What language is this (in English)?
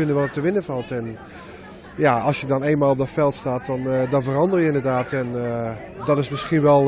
Dutch